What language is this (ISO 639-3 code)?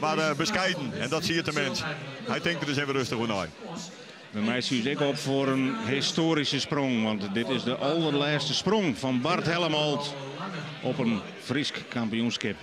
fry